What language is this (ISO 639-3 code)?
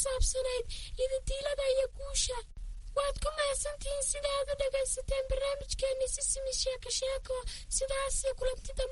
som